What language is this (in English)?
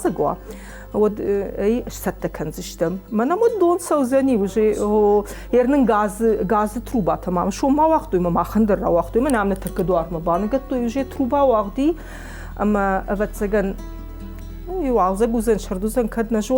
Ossetic